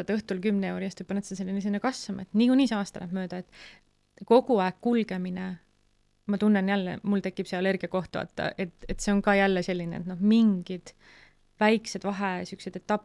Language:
Estonian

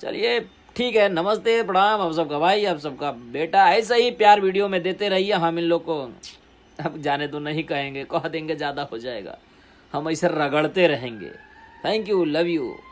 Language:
Bhojpuri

